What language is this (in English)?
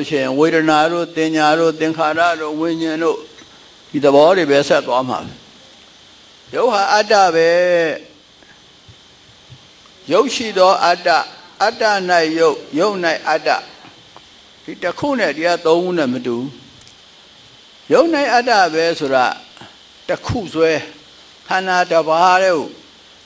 Burmese